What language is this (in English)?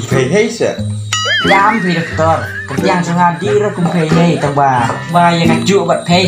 Khasi